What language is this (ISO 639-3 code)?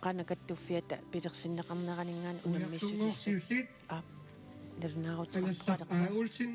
kal